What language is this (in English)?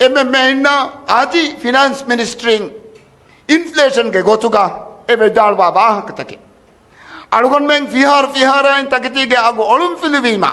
Divehi